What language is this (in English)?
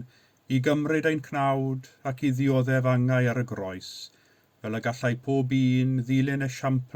Welsh